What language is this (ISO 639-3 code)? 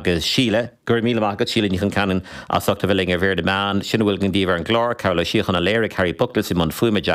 gle